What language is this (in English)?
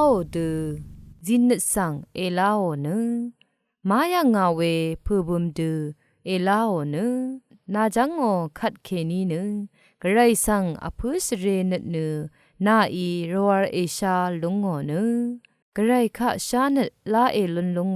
Rawang